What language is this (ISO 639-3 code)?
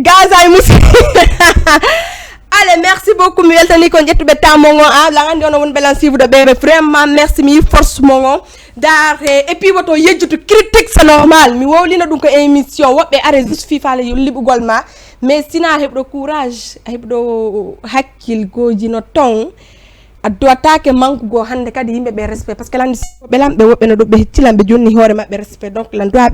ful